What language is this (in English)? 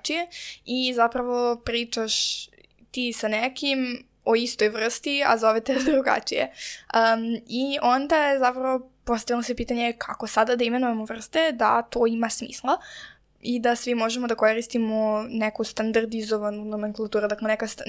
Serbian